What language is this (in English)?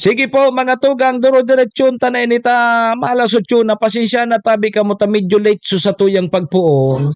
Bikol